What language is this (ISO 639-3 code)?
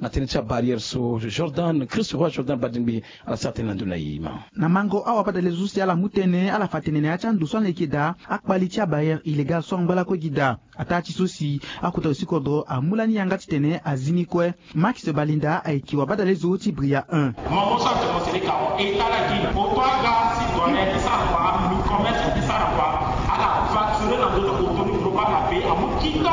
sag